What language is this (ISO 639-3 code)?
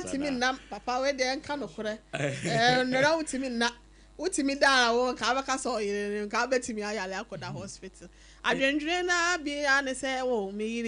aka